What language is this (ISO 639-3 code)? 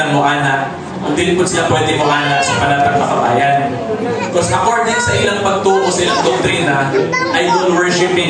ceb